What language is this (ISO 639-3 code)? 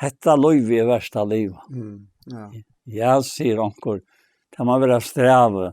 fao